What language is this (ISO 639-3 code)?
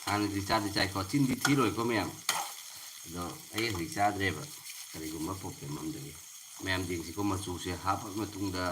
mni